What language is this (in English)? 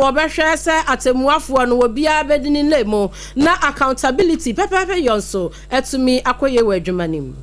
Akan